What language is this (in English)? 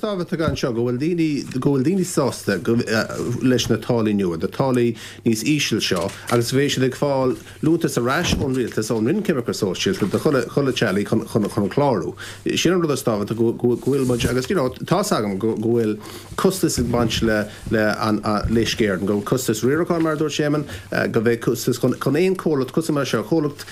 Irish